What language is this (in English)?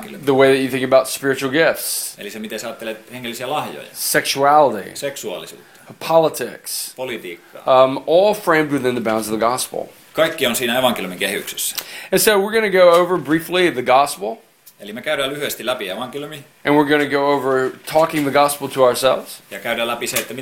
Finnish